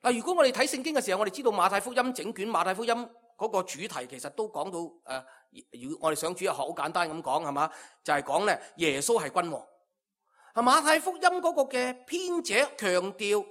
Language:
Cantonese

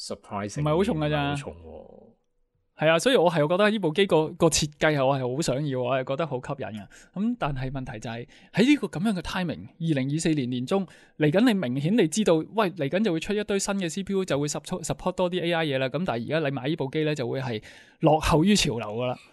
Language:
Cantonese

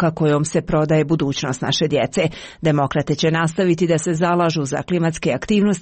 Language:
Serbian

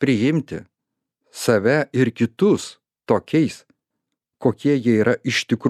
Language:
Lithuanian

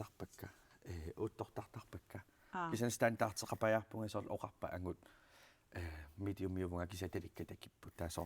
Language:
Kalaallisut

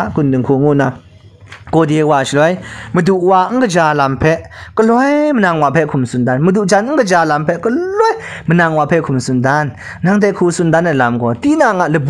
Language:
Kachin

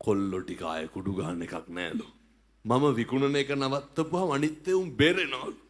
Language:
Sinhala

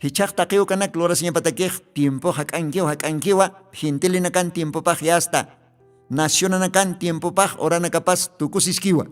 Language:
Aymara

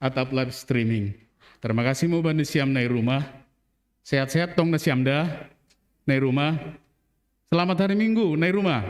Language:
Batak Simalungun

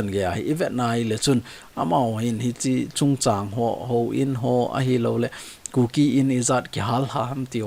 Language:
Thado Chin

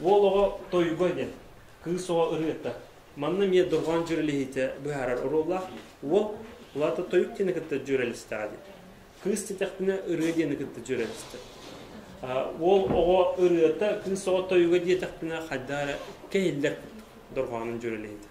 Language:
Yakut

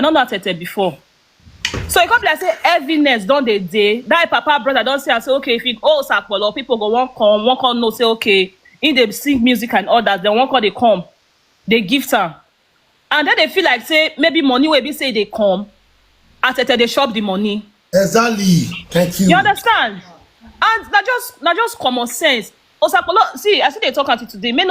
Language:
Nigerian Pidgin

